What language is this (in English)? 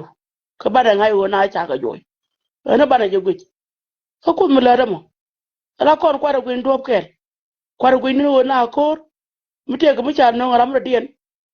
Nuer